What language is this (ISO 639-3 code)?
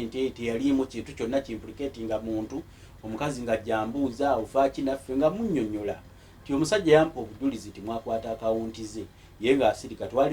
lug